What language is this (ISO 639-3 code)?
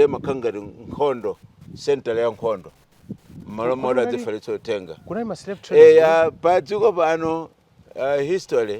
nya